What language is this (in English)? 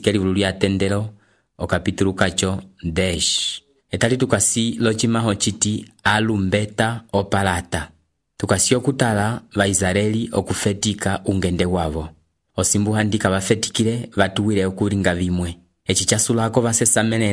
Umbundu